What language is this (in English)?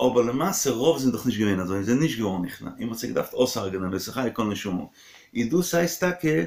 Yiddish